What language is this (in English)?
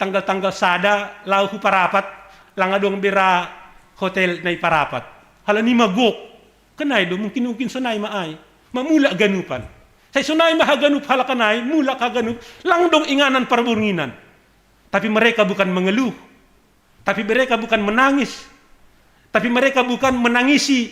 Batak Simalungun